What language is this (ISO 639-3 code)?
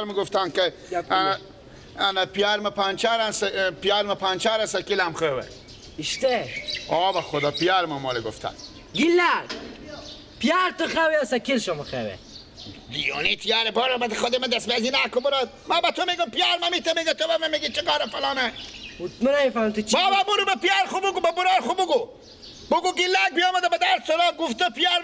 fas